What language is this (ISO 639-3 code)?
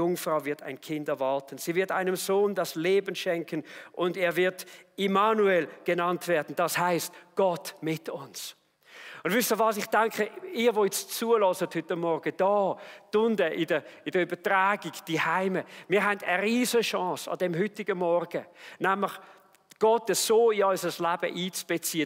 gsw